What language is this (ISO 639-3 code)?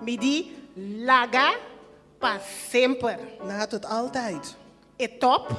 pap